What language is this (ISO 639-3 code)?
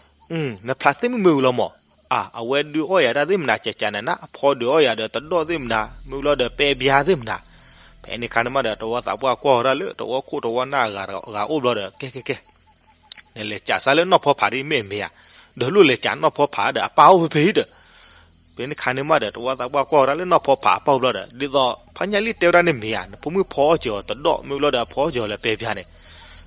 ksw